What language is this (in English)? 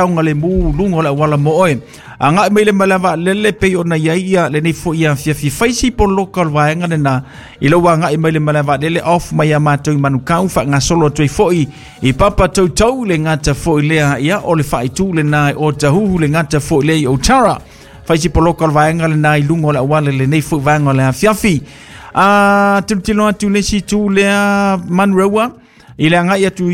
Samoan